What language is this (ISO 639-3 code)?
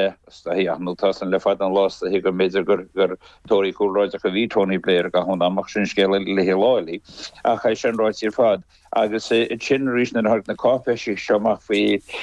gle